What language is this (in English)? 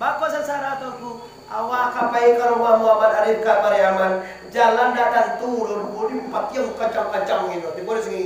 Minangkabau